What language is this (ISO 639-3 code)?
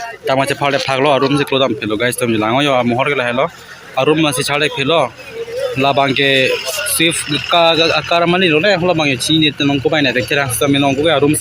mjw